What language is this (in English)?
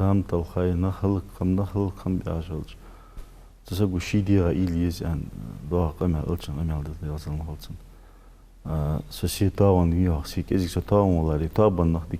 Ingush